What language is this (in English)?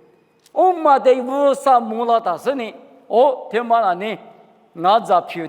Lisu